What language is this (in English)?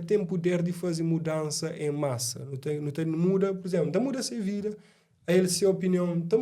Kabuverdianu